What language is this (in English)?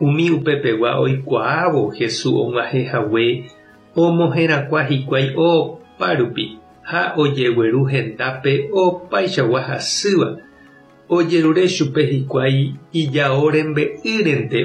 Guarani